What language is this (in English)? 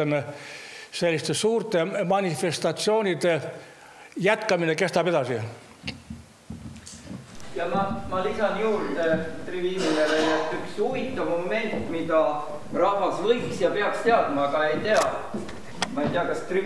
Estonian